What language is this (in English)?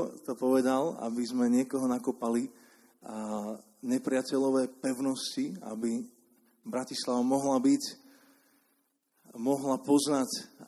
Slovak